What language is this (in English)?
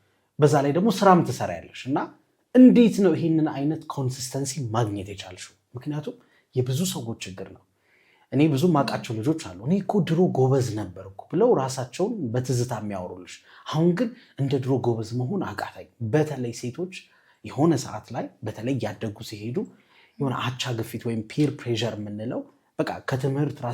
Amharic